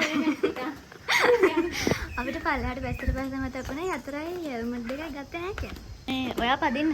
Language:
Sinhala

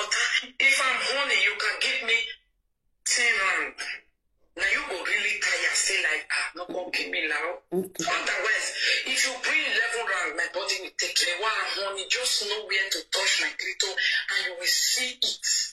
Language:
Nigerian Pidgin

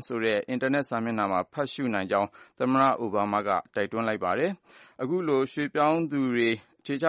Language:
Burmese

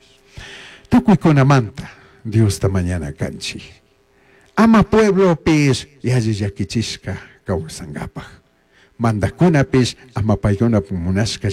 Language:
Chimborazo Highland Quichua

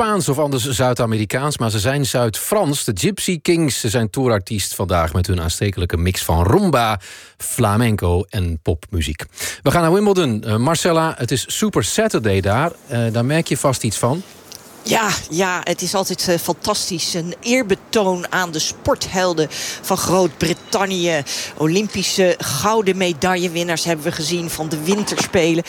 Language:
Dutch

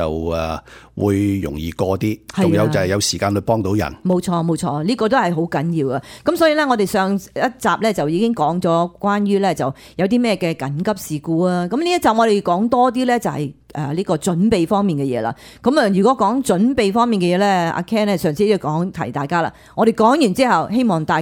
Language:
Cantonese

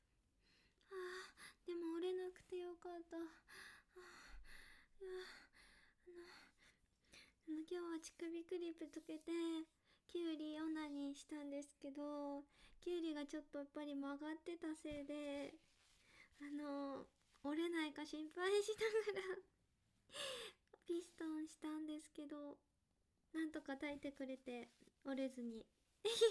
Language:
Japanese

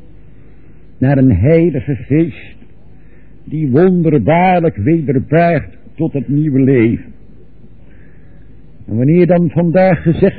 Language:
Dutch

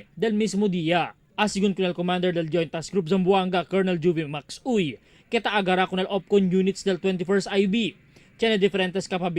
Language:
Chavacano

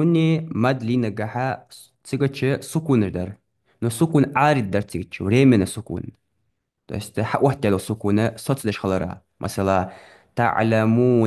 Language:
Ingush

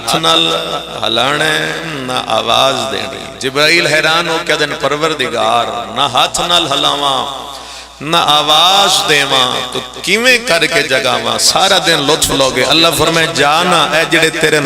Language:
Pahari-Potwari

